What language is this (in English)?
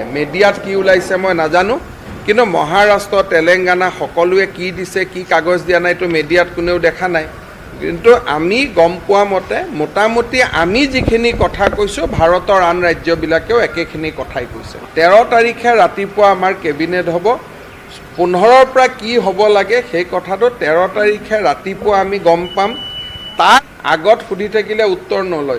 Assamese